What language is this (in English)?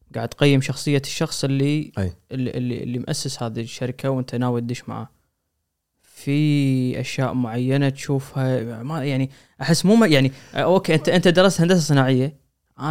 Gulf Arabic